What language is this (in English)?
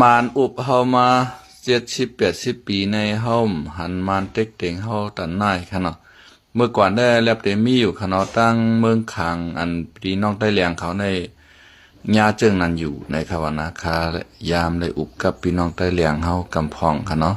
Shan